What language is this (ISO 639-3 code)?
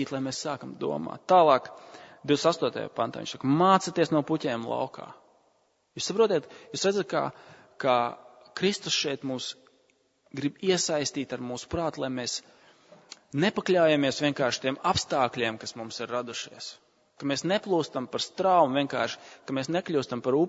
lav